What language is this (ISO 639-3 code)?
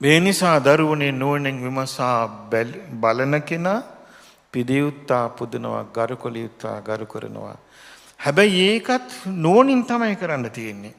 sin